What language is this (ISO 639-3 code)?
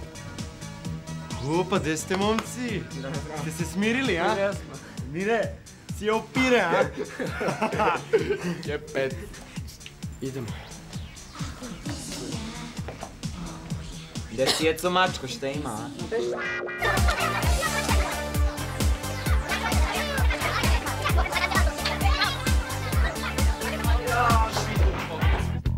srp